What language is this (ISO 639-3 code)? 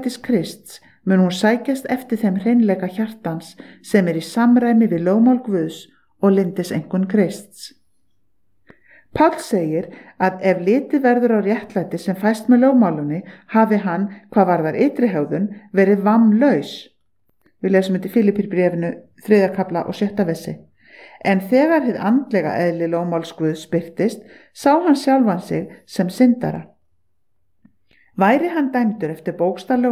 isl